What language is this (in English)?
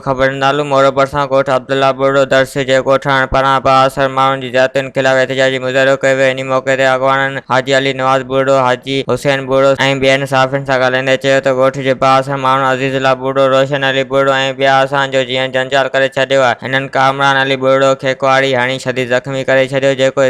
Sindhi